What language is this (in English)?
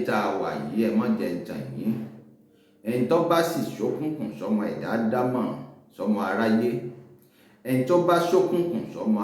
Yoruba